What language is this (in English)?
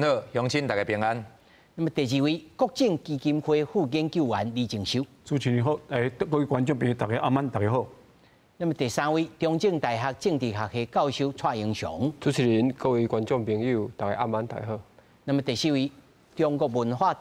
Min Nan Chinese